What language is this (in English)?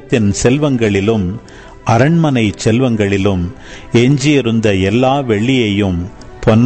Tamil